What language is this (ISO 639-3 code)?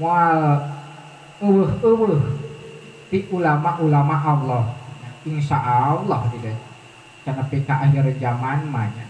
sun